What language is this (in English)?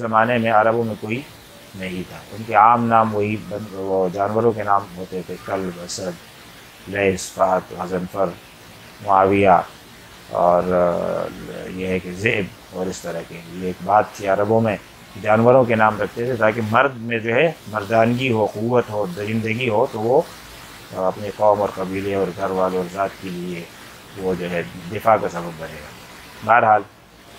Urdu